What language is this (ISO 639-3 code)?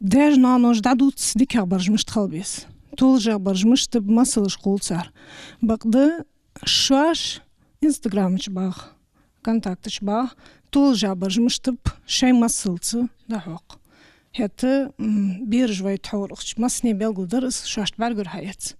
inh